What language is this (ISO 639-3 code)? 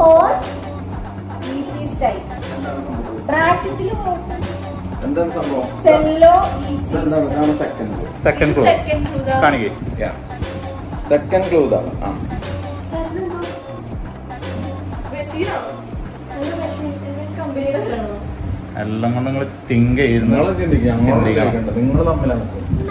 mal